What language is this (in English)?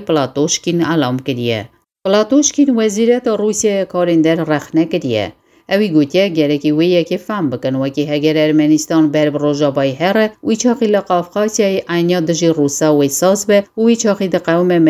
Kurdish